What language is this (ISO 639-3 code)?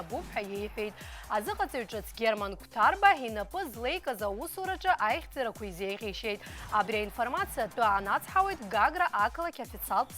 abk